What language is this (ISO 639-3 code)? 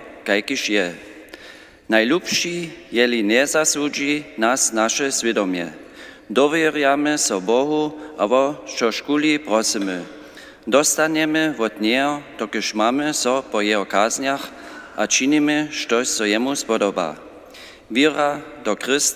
hsb